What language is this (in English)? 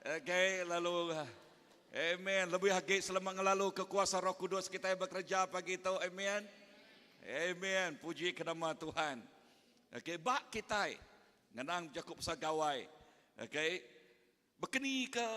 Iban